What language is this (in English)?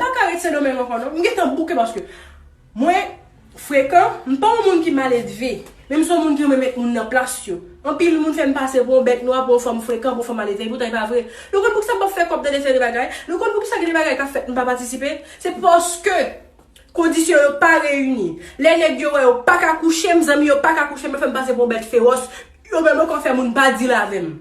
Haitian Creole